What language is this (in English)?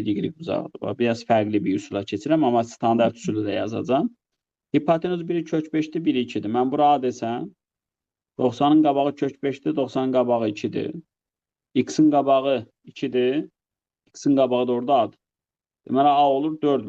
Azerbaijani